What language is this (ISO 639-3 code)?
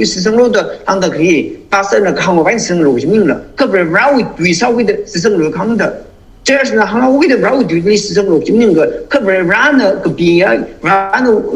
nmf